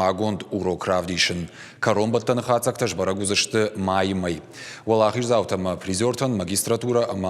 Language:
Ossetic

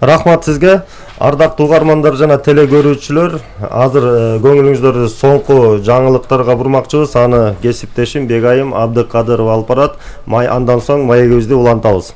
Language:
Kyrgyz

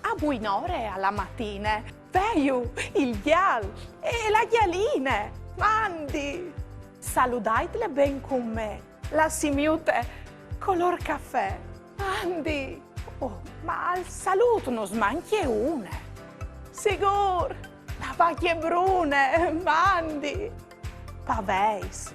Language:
Friulian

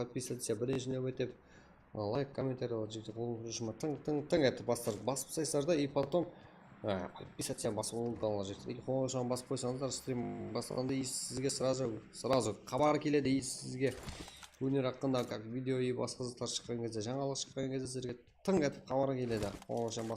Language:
Kara-Kalpak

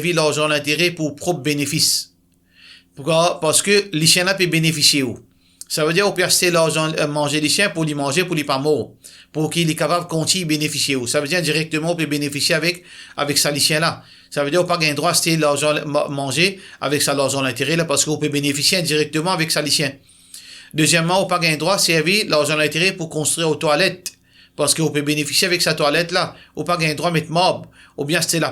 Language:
Morisyen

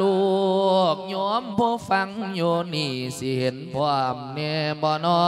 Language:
Lao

